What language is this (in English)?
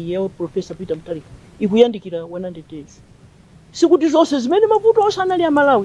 Nyanja